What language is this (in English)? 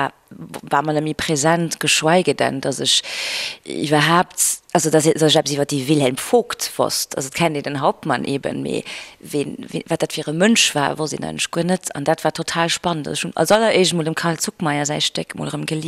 Luxembourgish